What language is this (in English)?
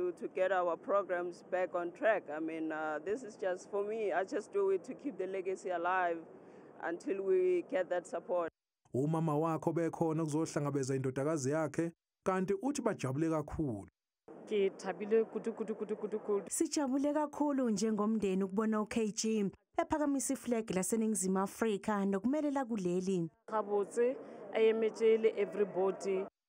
Zulu